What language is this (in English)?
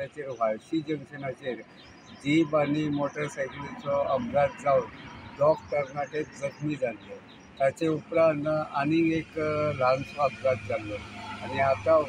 Konkani